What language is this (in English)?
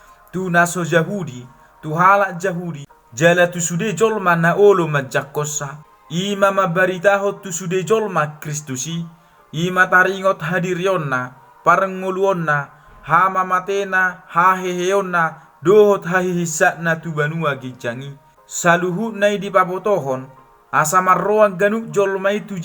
Batak Toba